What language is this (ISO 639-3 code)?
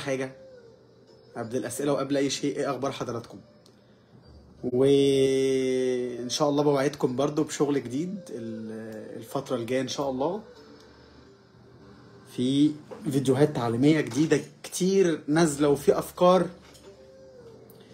arz